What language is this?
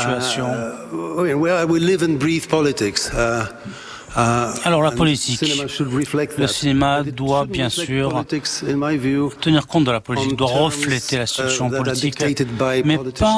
French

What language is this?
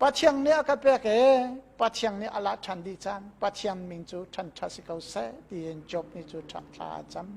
Hakha Chin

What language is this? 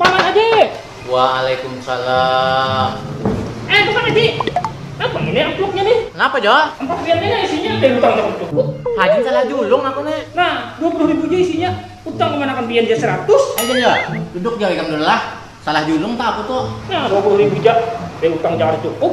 Banjar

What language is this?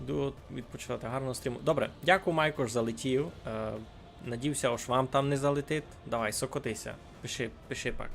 Rusyn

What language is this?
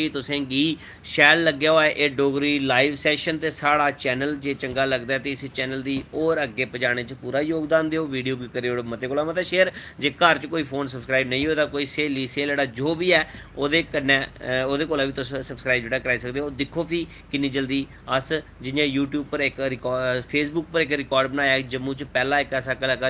Dogri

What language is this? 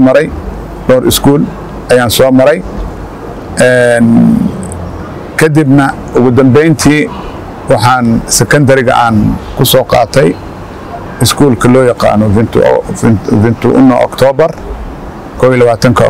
Somali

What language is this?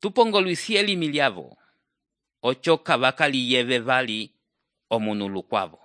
Umbundu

